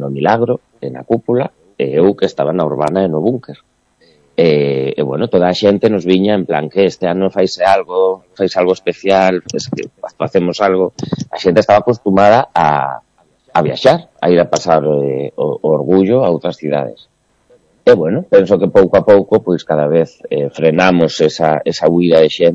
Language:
Galician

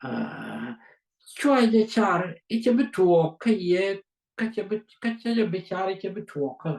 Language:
Nuer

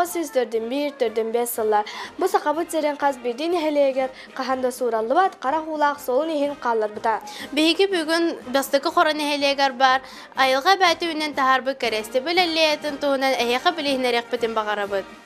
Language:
Yakut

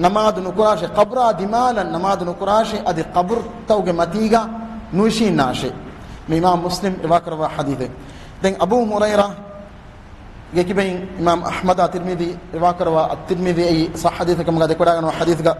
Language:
Divehi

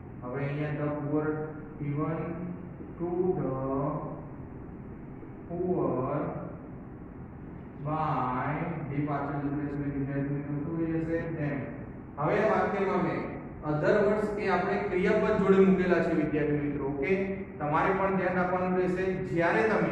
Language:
Gujarati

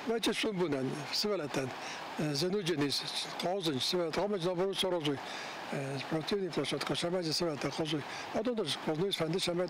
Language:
Ossetic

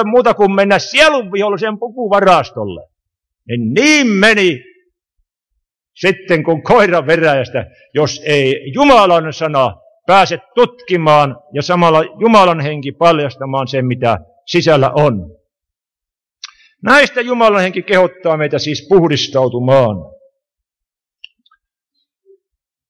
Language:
Finnish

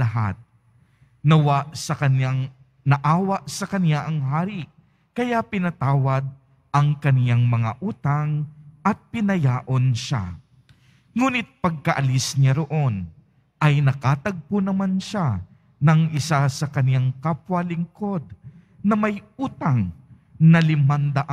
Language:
Filipino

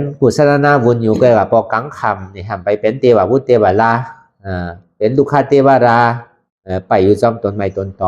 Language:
Shan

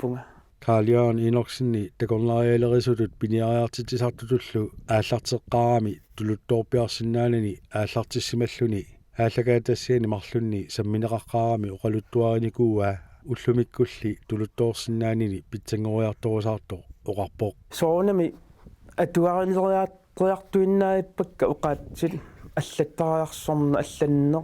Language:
Kalaallisut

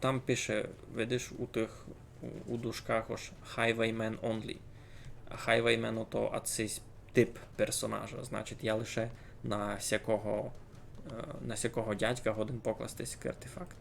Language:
Rusyn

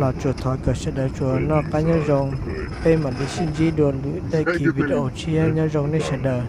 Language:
Hmong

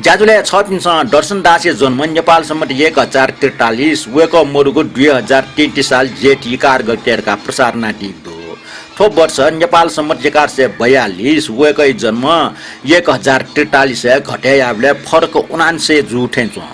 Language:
Newari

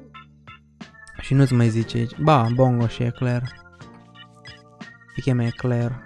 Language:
Romanian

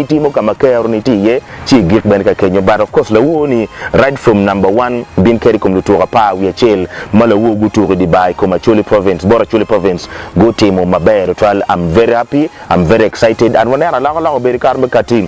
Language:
Acoli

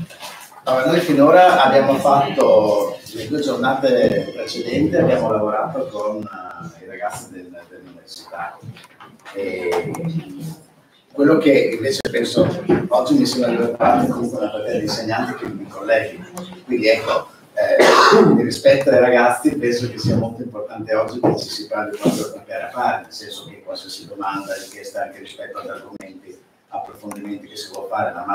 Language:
Italian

